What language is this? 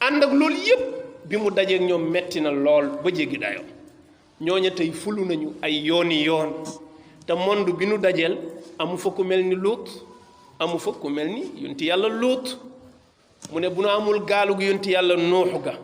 Wolof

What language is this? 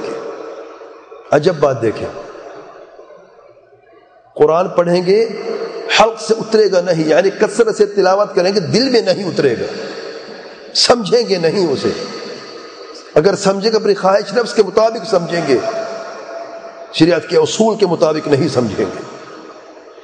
Urdu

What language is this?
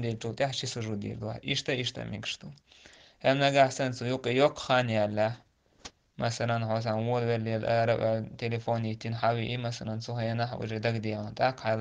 Chechen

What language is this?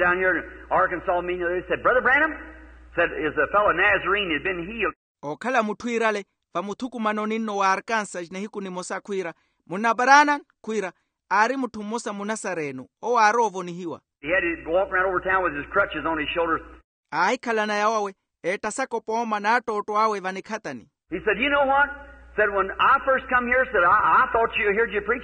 Makhuwa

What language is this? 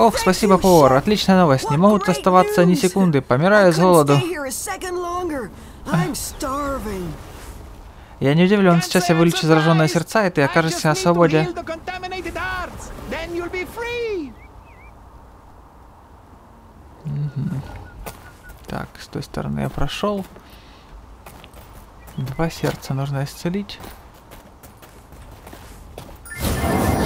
Russian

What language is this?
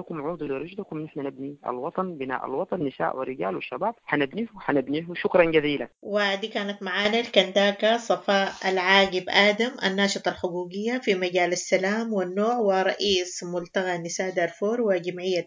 Sudanese Arabic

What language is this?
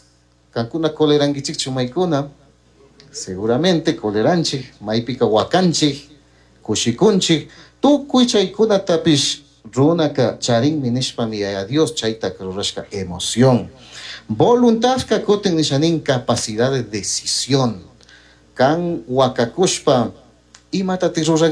Chimborazo Highland Quichua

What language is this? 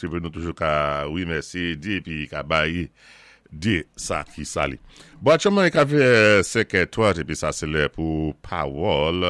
Saint Lucian Creole French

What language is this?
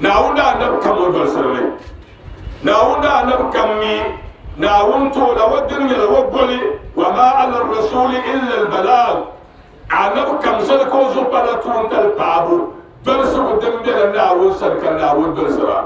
Dagbani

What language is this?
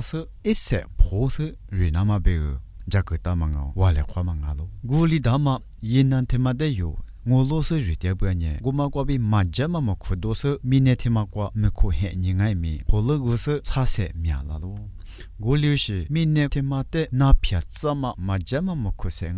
Lisu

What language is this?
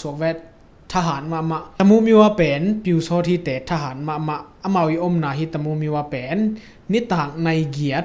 Tedim Chin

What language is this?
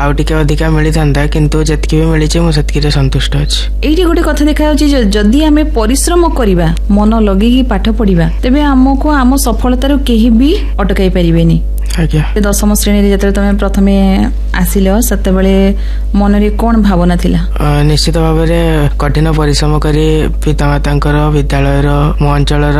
Odia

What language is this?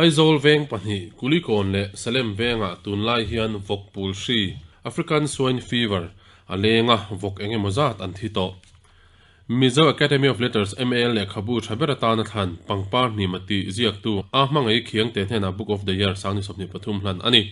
Mizo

